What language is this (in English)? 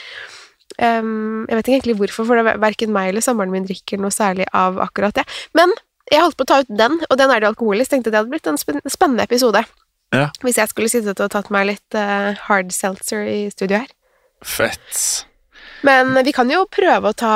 Norwegian